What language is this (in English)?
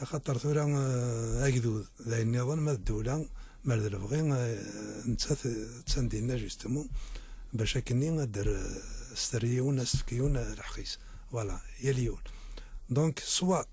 Kabyle